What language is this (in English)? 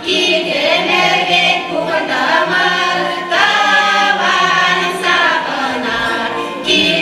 Chuvash